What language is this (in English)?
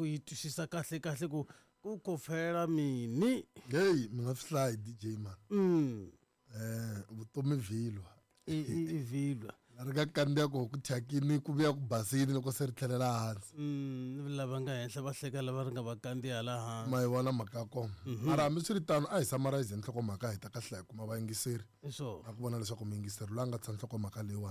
Tsonga